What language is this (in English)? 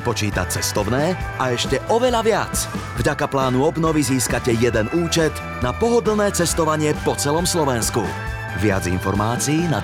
Slovak